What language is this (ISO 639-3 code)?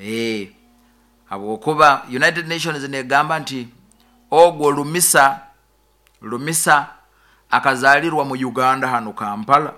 nyo